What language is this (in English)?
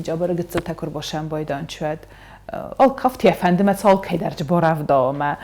Ossetic